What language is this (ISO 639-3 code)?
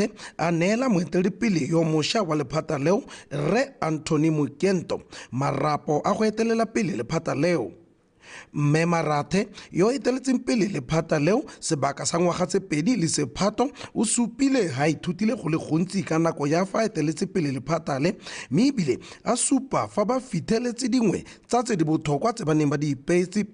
tsn